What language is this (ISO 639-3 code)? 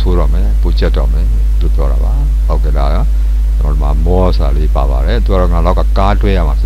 mya